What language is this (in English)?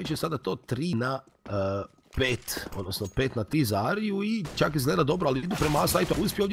Croatian